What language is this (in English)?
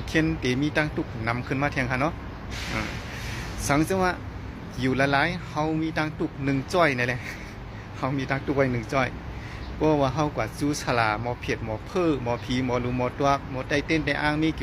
Shan